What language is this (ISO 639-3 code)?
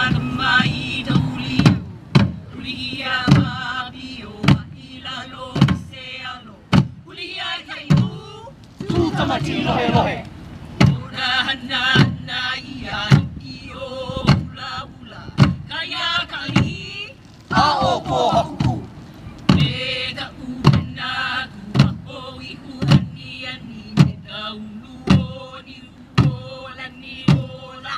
haw